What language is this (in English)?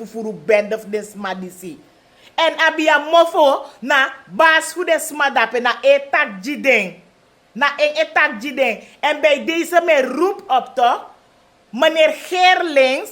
Sranan Tongo